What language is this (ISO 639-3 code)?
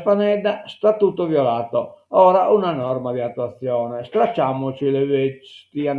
srd